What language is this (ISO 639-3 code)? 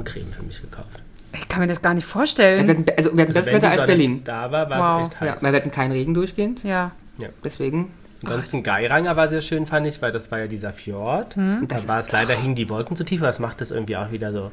deu